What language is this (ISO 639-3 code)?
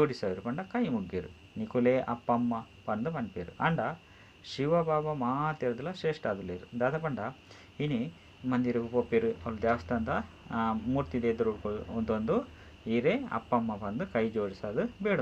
tcy